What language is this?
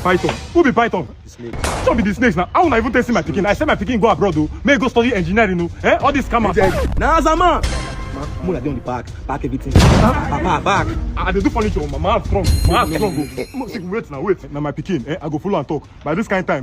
Nigerian Pidgin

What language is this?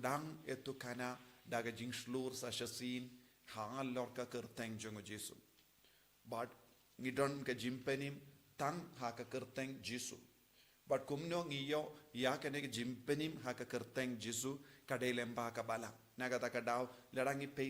Khasi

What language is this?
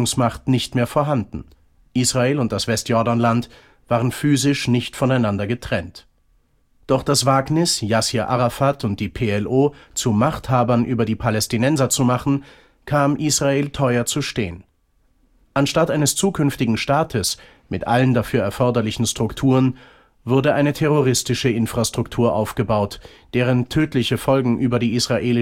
German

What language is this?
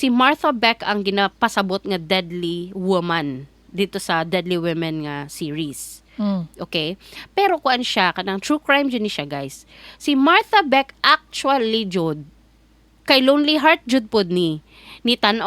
Cebuano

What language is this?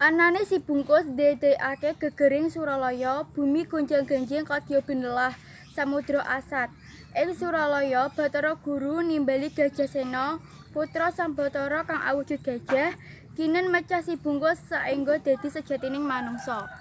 Javanese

